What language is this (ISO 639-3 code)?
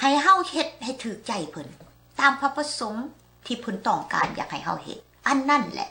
lao